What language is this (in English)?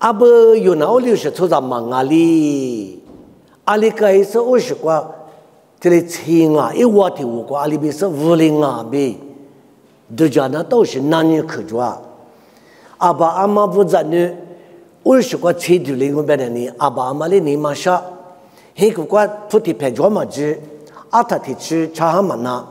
Lisu